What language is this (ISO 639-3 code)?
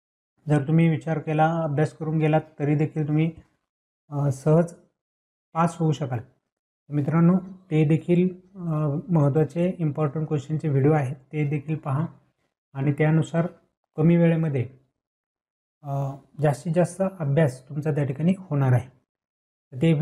mar